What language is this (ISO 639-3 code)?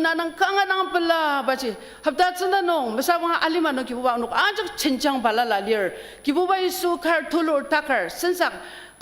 njo